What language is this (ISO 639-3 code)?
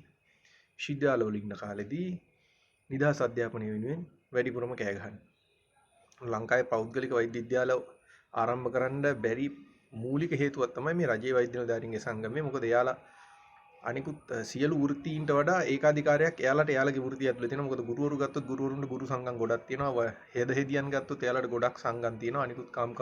sin